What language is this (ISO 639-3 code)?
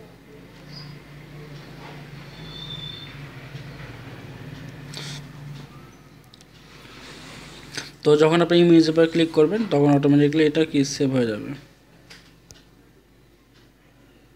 ben